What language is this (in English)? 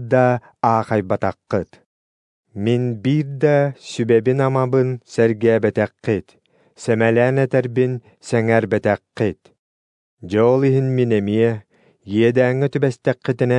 Yakut